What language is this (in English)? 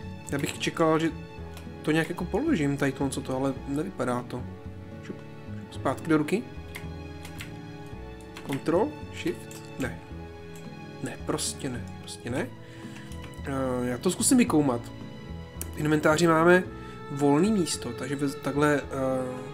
Czech